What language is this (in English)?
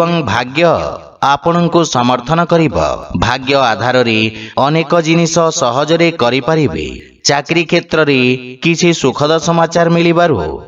Odia